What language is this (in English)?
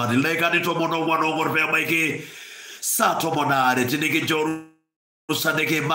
Masai